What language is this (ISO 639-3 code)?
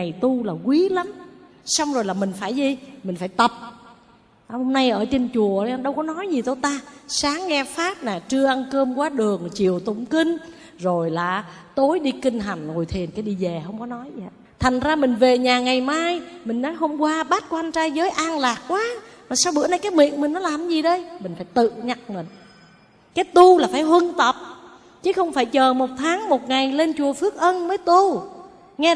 vie